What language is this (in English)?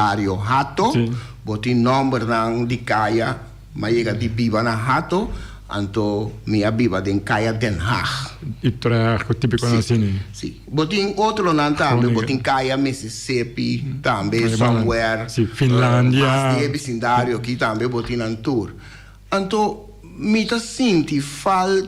Papiamento